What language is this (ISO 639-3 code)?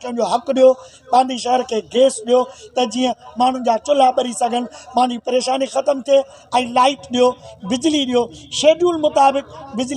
snd